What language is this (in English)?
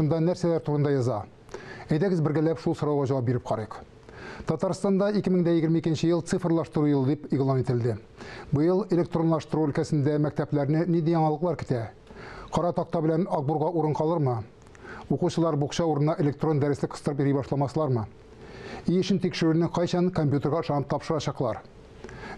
Tatar